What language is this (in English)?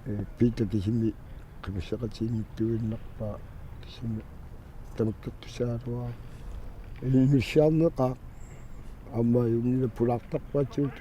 Kalaallisut